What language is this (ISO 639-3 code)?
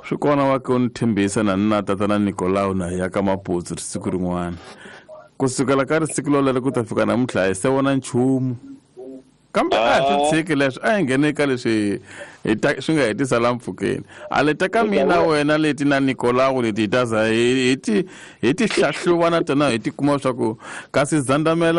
tso